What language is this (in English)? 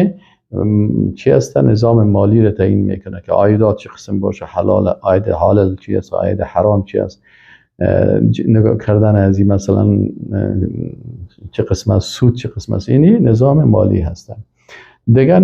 Persian